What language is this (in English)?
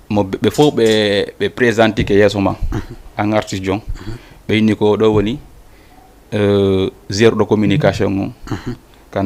Fula